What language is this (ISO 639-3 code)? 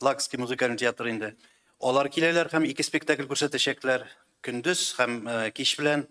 tat